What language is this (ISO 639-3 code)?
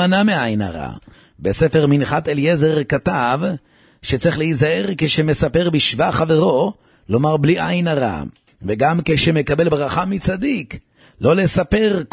heb